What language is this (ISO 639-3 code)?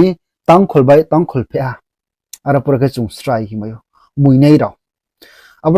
ria